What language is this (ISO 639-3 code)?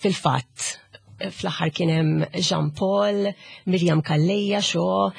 mlt